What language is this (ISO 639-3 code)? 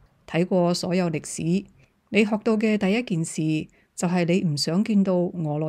yue